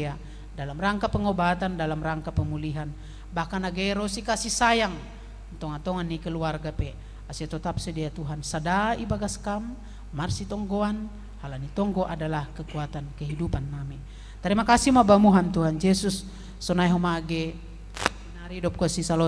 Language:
Batak Simalungun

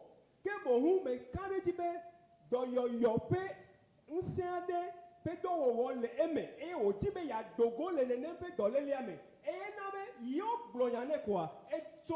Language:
Ewe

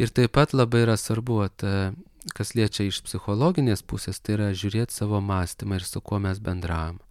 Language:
Lithuanian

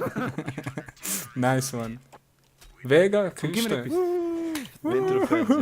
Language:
Swiss German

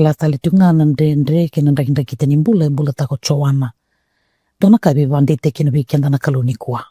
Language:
Fijian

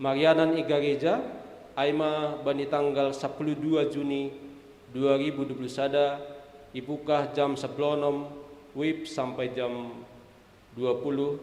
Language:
Batak Simalungun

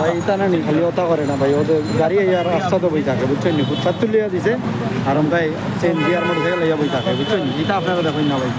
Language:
Sylheti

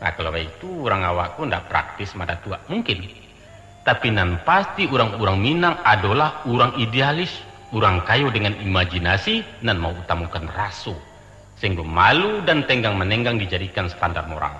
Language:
Minangkabau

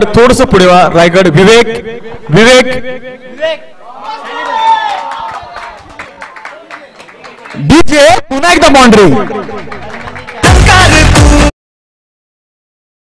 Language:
Marathi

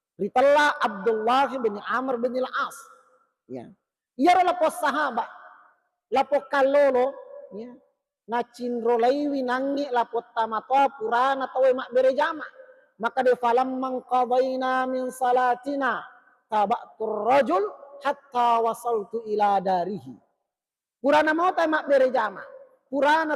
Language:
Buginese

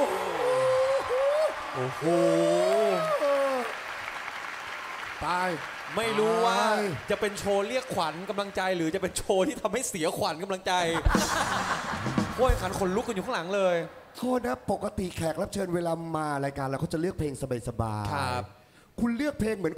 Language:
Thai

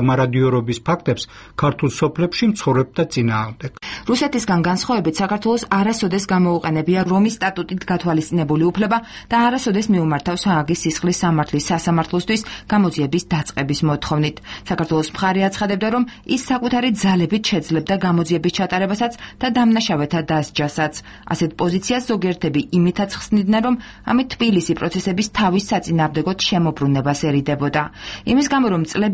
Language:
Georgian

